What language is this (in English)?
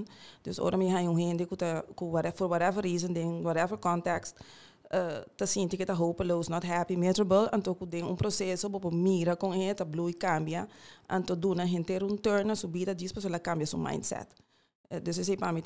Papiamento